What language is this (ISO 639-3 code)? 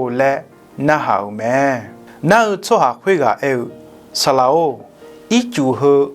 ahk